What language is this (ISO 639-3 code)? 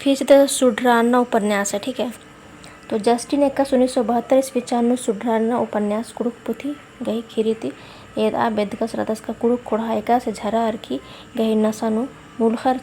kru